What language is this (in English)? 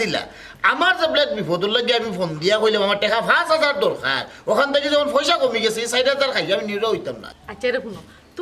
Sylheti